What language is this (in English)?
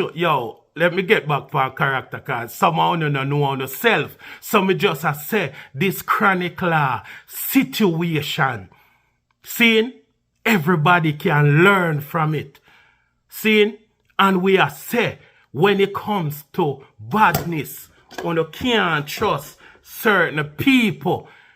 Jamaican Creole English